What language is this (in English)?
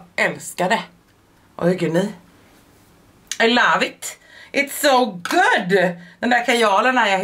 Swedish